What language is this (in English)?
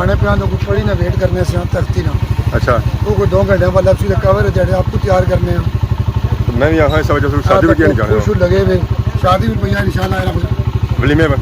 Pahari-Potwari